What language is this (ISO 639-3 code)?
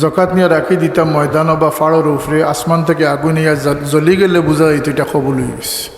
syl